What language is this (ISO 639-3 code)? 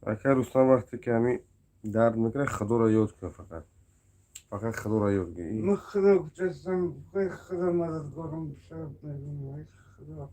tgk